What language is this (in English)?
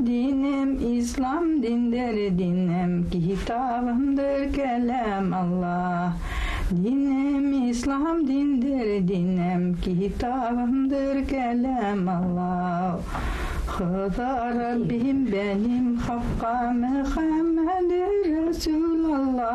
Bashkir